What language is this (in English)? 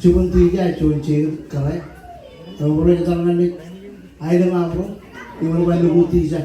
Marshallese